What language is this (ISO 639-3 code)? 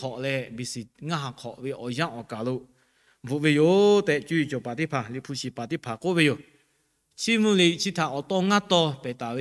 lhu